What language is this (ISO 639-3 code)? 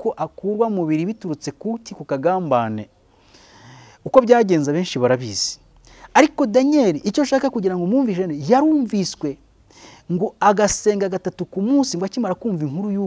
kin